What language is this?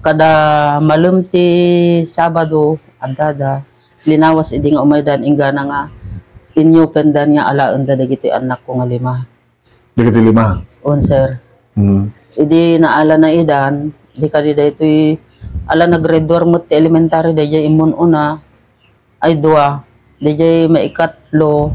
Iloko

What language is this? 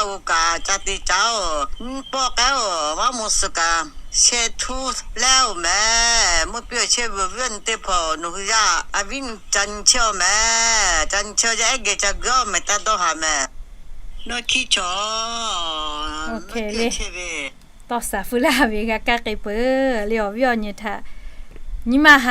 Lahu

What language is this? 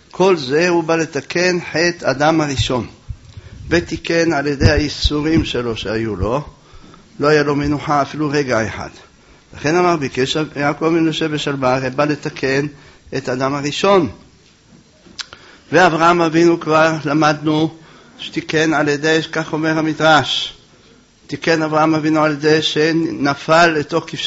Hebrew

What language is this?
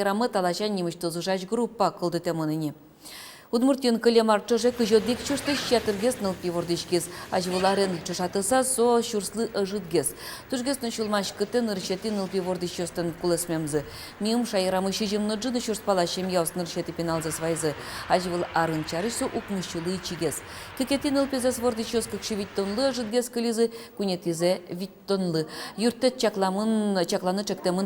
Udmurt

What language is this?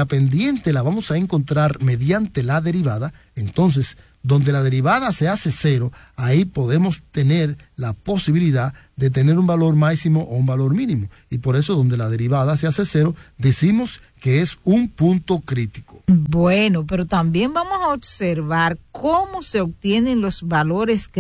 Spanish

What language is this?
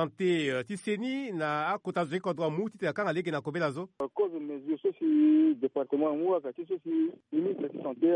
Sango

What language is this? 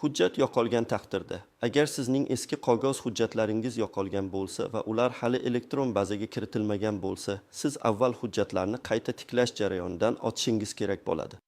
Uzbek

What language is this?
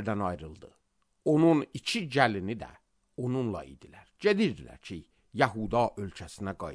Azerbaijani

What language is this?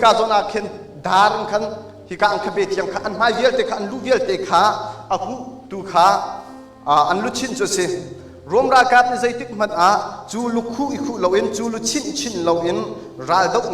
Hakha Chin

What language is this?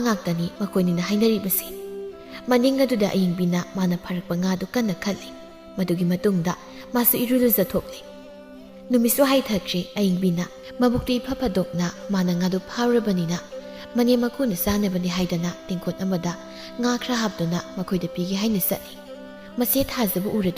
Manipuri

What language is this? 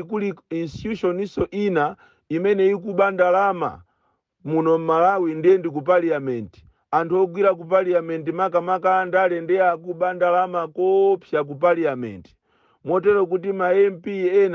Nyanja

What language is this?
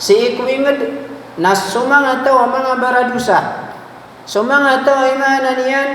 Maranao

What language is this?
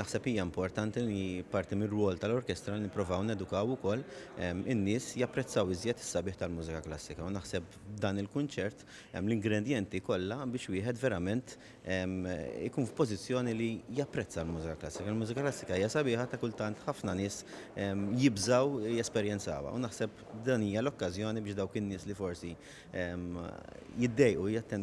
Maltese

